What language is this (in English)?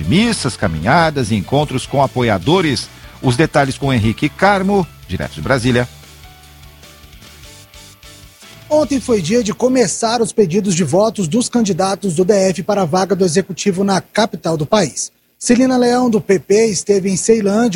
Portuguese